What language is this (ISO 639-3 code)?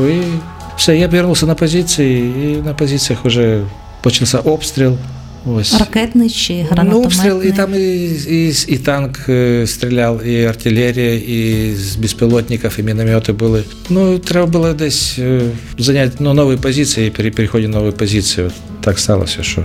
ukr